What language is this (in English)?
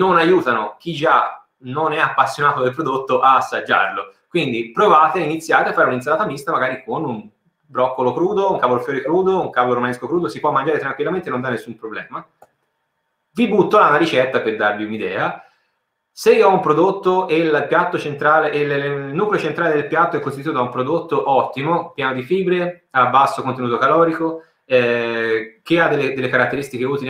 Italian